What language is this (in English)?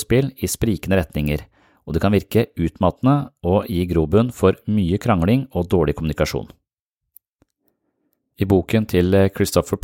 Norwegian